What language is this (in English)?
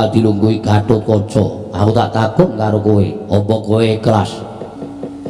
Javanese